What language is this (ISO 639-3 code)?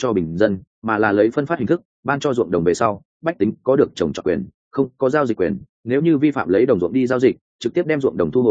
vie